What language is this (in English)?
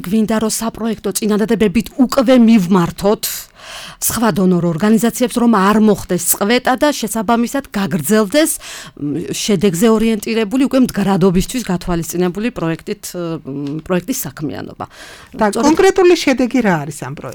Georgian